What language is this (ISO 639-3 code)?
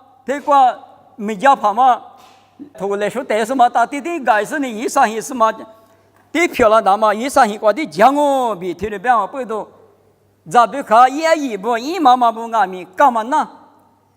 lis